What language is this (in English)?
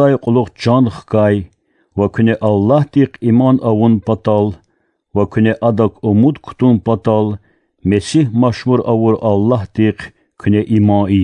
Lezghian